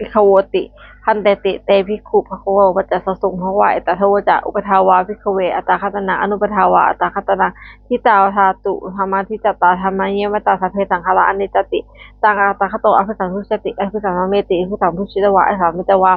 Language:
Pali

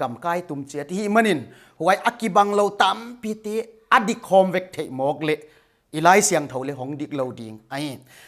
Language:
Paite Chin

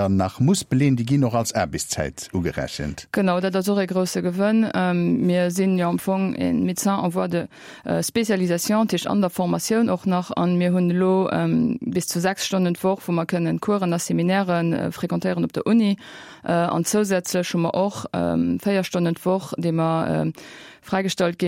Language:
Luxembourgish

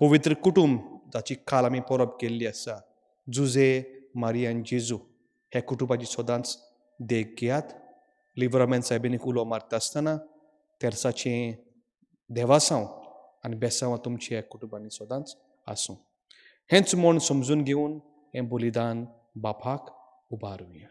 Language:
Konkani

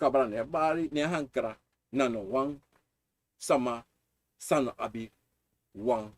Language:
Sranan Tongo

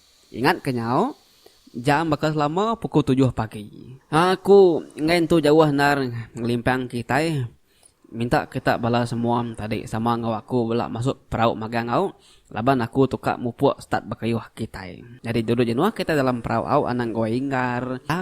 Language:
Iban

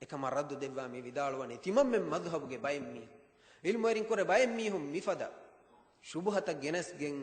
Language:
Divehi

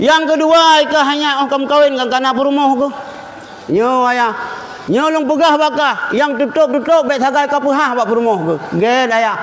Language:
Achinese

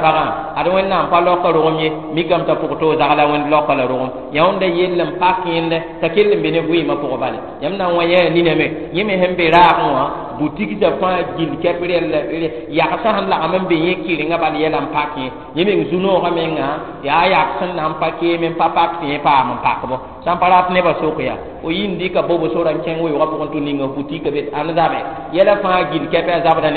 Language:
Mossi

